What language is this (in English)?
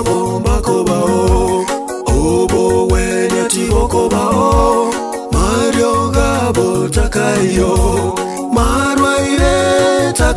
Gusii